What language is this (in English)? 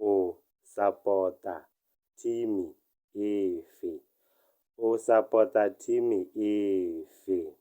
Tswana